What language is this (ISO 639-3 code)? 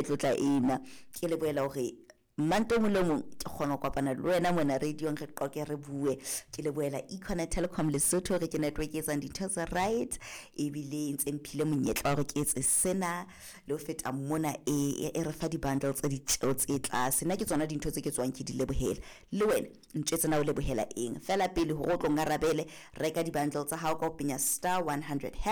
sot